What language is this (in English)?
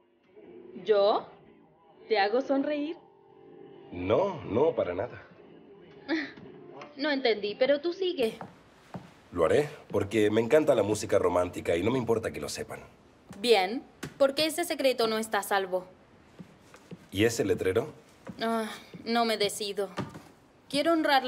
Spanish